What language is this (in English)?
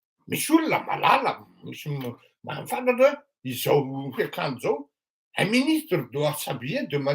Malagasy